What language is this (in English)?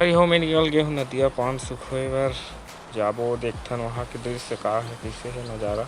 Chhattisgarhi